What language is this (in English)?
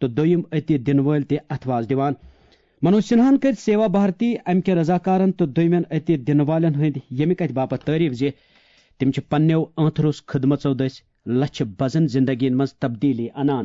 Kashmiri